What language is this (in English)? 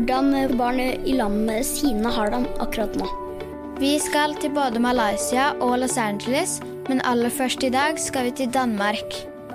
Norwegian